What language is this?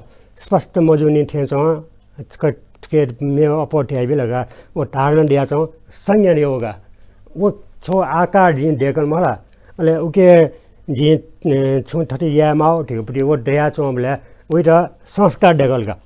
Newari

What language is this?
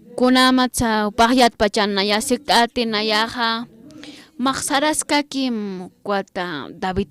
Aymara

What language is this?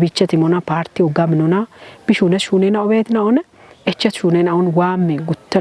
Kafa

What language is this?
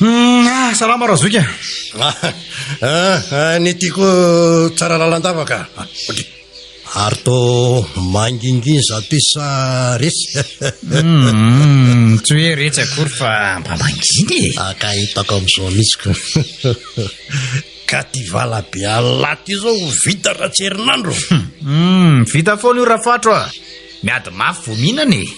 Malagasy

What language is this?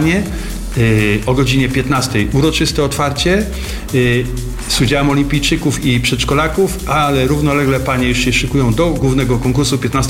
Polish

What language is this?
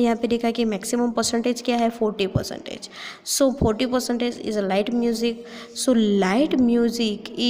Hindi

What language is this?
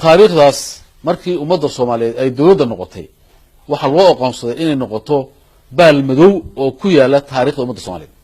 Somali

